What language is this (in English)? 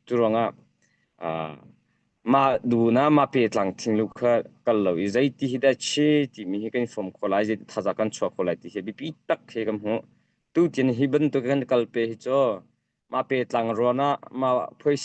Hakha Chin